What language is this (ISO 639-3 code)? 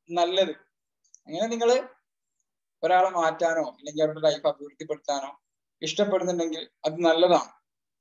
mal